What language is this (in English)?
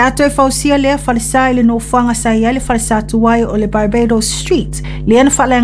Samoan